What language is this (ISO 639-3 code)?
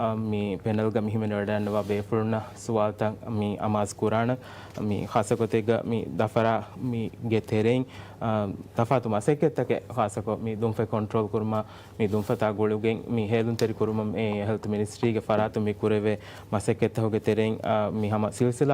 div